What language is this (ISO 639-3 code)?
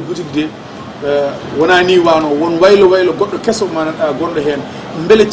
ful